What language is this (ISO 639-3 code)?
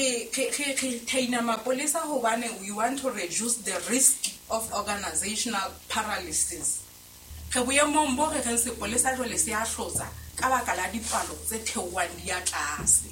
sot